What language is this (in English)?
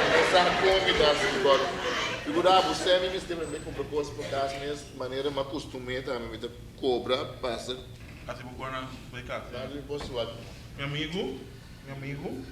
Papiamento